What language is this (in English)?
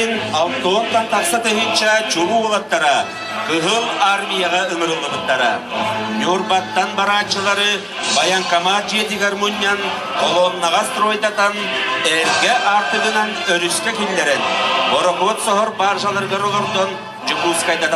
Yakut